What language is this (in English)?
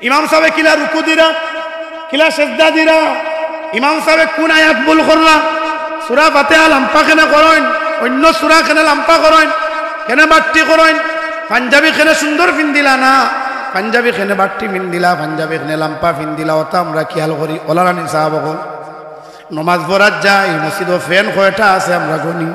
Sylheti